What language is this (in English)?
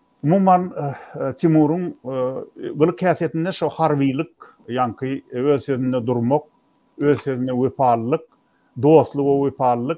Turkmen